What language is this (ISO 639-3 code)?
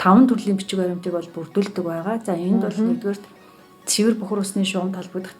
mon